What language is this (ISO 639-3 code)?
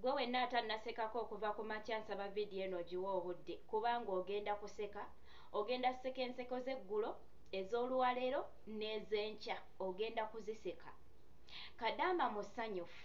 lug